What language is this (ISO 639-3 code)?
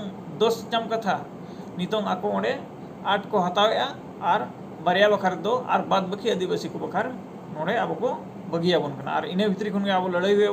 sat